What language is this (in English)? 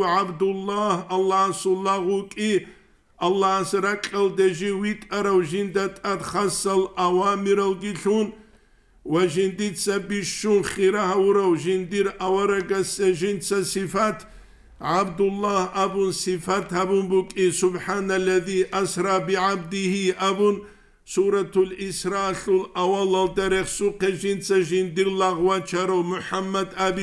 Avaric